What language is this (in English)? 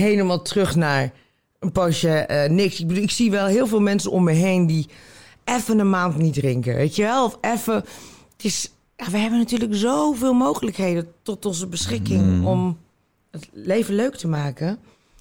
Dutch